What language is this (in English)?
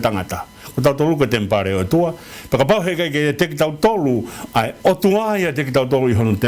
Tongan